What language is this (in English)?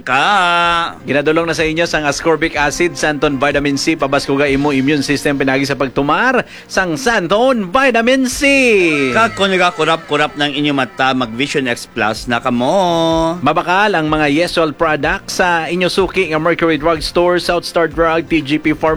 Hiligaynon